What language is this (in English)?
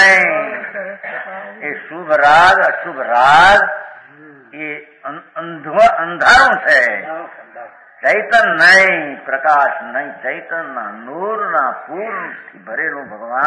Gujarati